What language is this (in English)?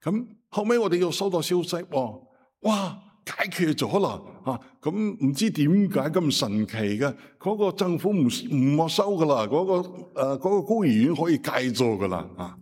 Cantonese